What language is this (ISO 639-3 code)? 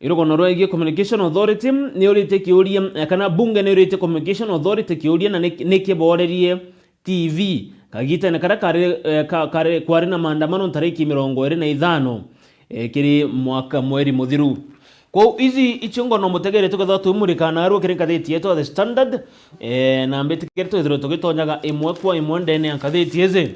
mer